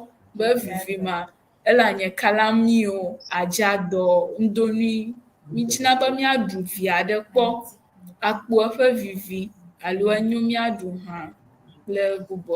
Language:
Ewe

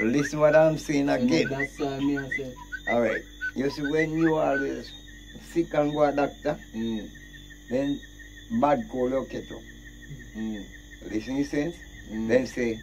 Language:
Jamaican Creole English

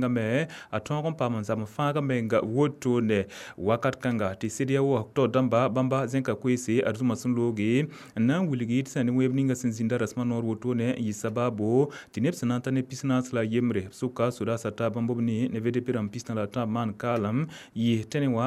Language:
Mossi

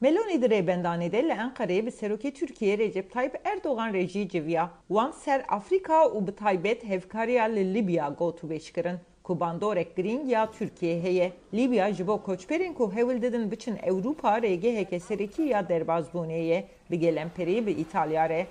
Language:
Kurdish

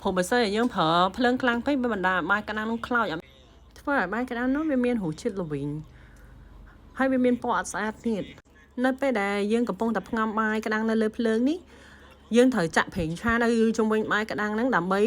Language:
Khmer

